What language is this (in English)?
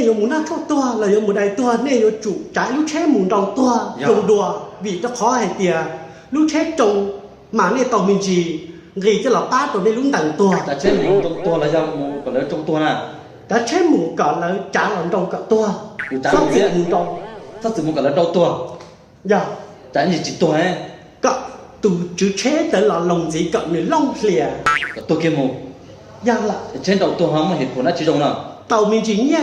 Hmong